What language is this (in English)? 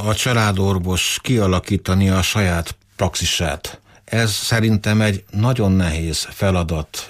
Hungarian